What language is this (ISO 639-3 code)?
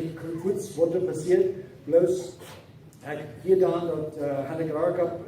pdt